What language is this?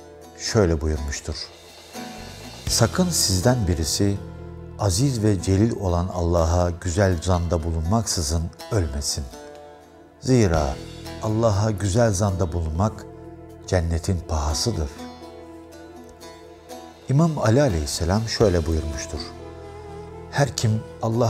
Turkish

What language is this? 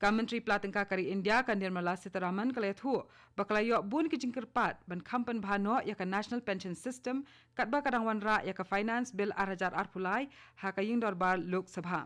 Khasi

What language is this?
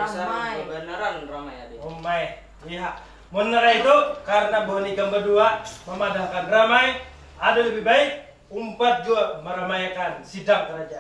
Banjar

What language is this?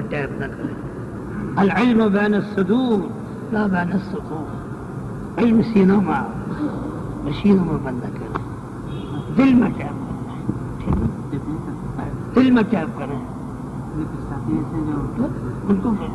Urdu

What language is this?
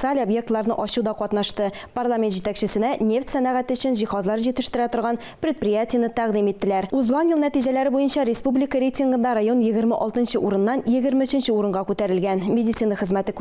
Tatar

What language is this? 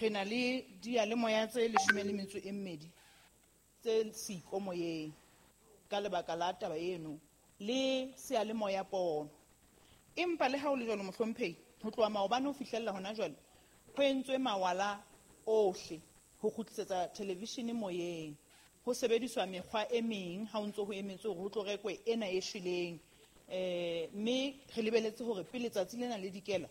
Southern Sotho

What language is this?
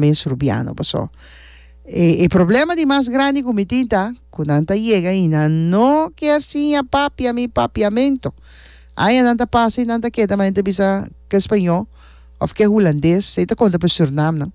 Papiamento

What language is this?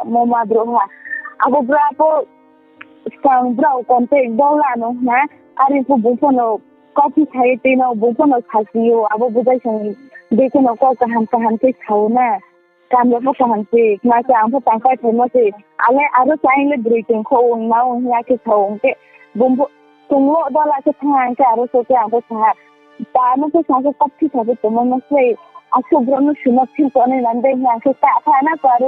Riang (India)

